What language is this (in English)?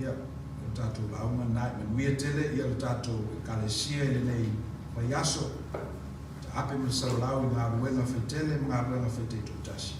Samoan